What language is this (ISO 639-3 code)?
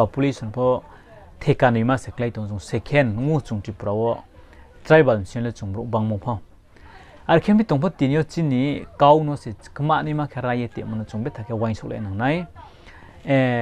ria